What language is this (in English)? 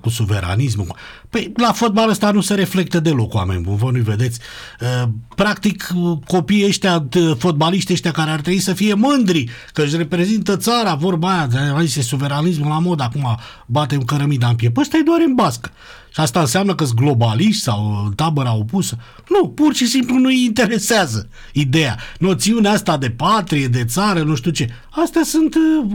Romanian